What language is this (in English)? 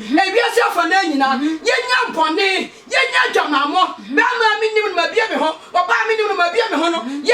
Akan